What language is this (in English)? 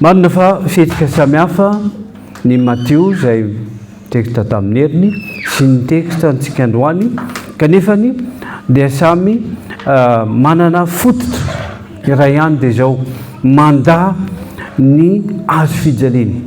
Malagasy